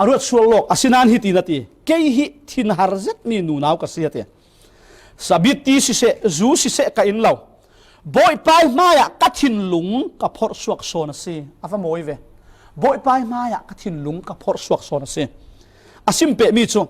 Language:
Falam Chin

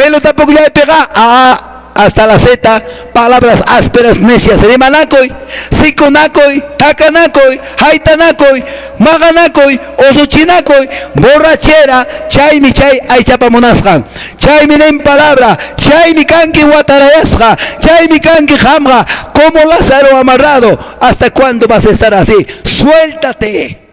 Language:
Quechua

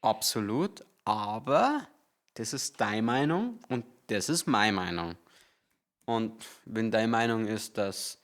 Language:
Bavarian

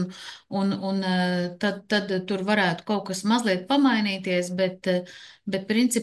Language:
Latvian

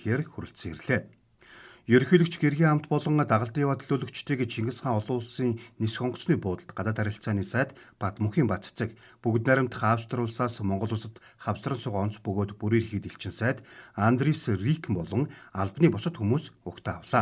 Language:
Mongolian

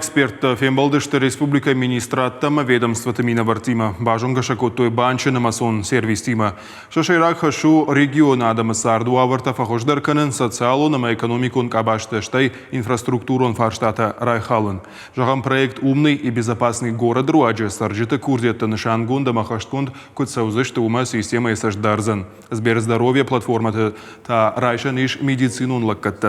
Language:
Ossetic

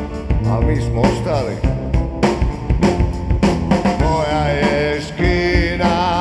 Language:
Croatian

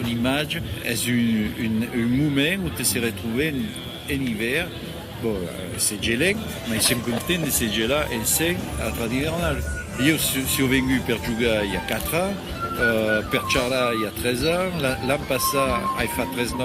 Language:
Occitan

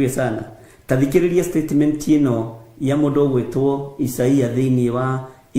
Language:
Kikuyu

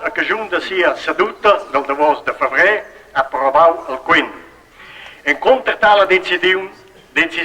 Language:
Romansh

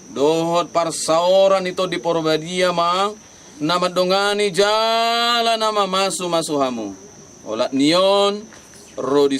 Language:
Batak Toba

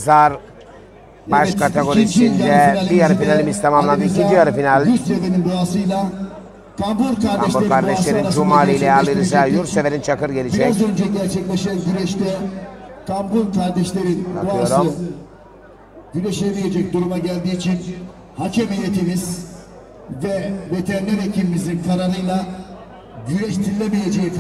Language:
Turkish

